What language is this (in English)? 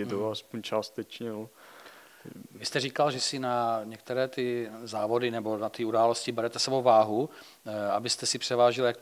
Czech